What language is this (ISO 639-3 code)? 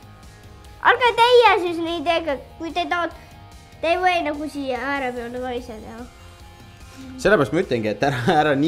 est